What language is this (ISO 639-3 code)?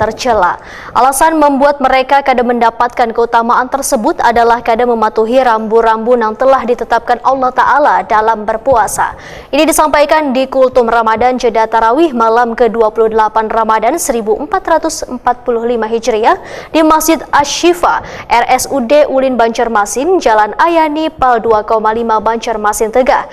bjn